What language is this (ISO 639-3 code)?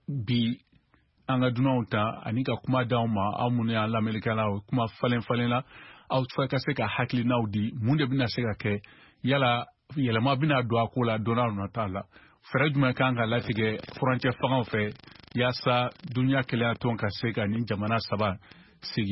bam